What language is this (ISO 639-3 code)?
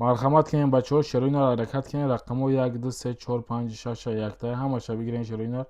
tgk